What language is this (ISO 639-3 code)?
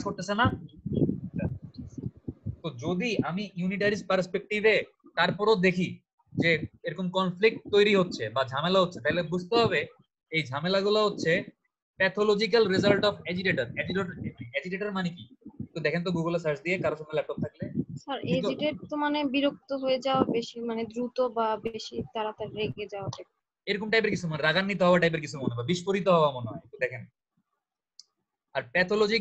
ben